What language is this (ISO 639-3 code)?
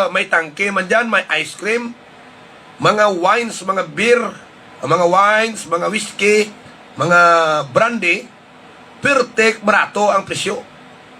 hil